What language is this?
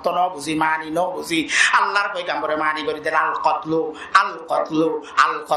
Rohingya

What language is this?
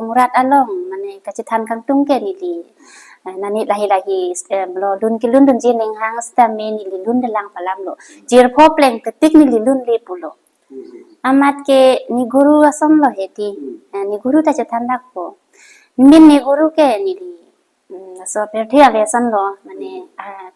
Karbi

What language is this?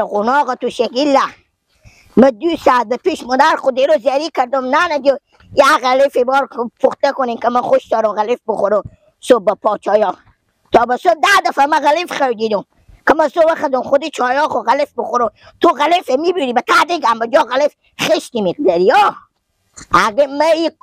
Persian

